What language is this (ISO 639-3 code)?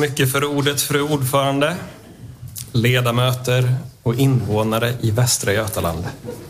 swe